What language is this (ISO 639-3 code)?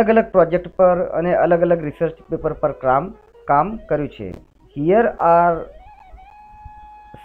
guj